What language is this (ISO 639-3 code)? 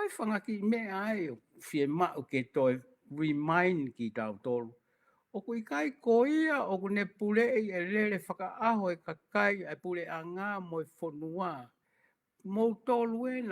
ton